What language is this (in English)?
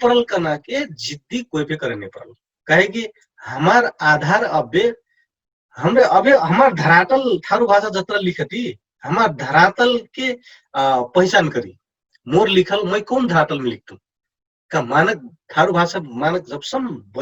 Dangaura Tharu